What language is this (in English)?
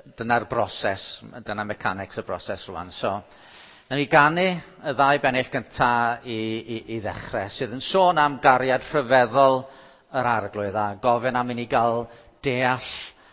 Welsh